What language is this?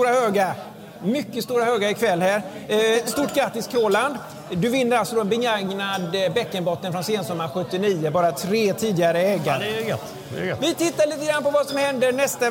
Swedish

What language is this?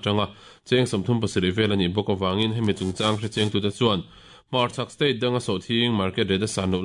Mizo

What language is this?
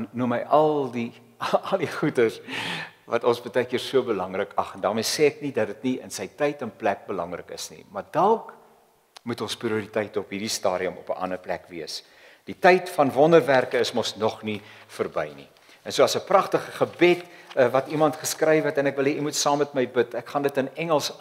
Afrikaans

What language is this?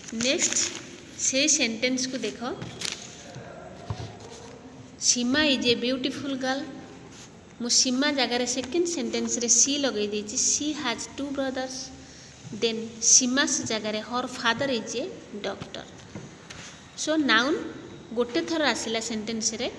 Odia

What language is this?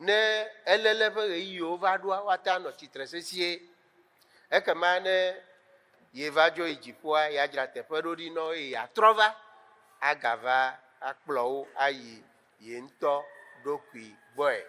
Ewe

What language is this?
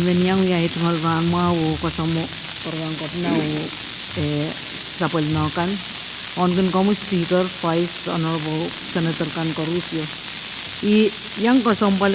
Pohnpeian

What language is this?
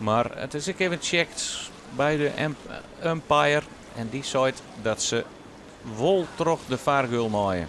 Western Frisian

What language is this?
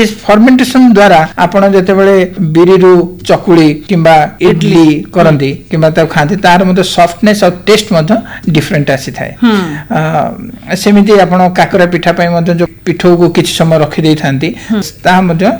Odia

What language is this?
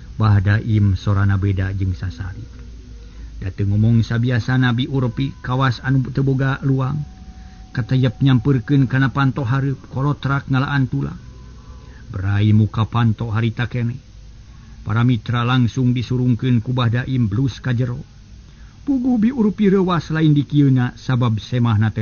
Sundanese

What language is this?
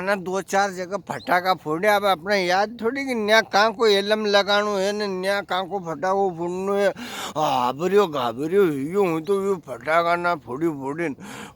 Rajasthani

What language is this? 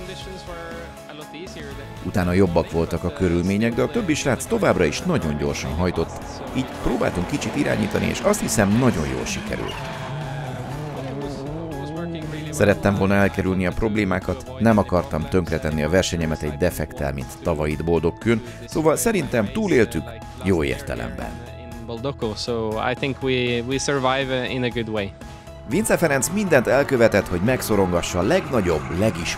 Hungarian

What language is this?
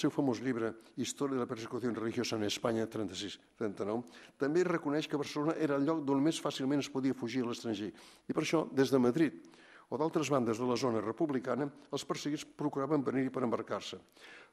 Catalan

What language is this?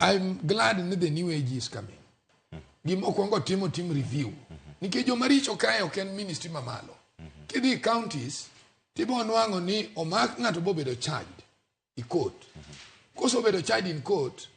Luo (Kenya and Tanzania)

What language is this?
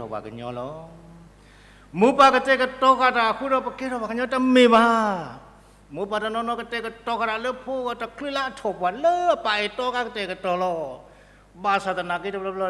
S'gaw Karen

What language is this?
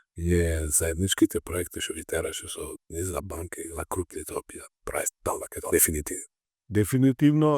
Macedonian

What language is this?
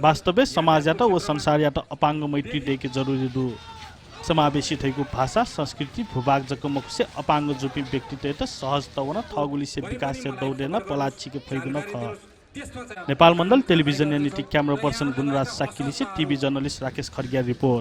Newari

